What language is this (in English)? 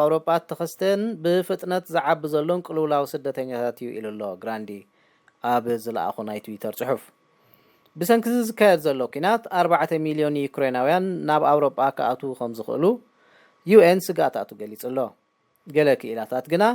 Tigrinya